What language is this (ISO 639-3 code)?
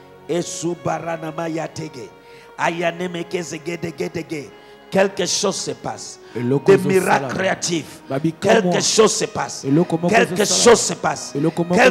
fra